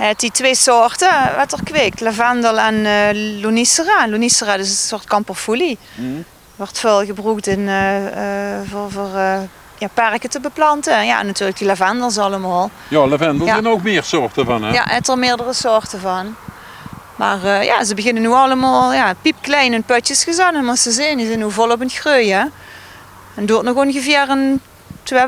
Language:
Limburgish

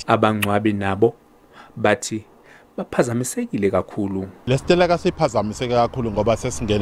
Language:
Zulu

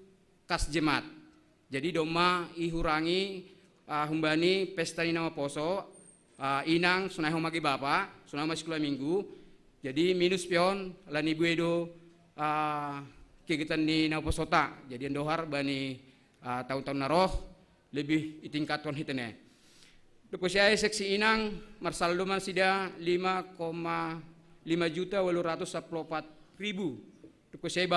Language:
Batak Simalungun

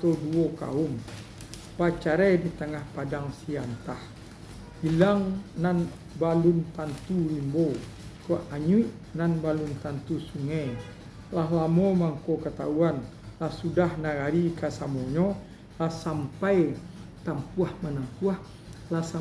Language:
Minangkabau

